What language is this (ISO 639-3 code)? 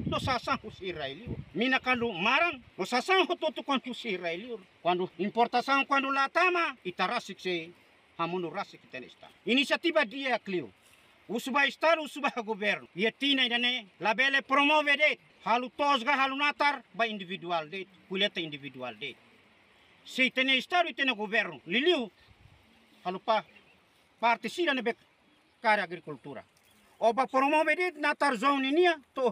tet